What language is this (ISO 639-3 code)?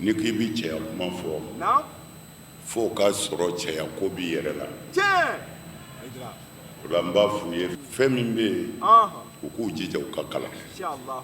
bam